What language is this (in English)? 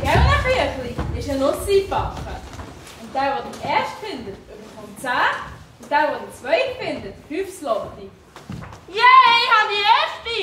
Swiss German